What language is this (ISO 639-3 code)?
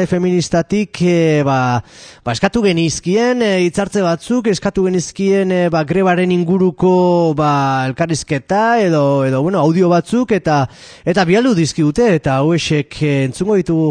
eus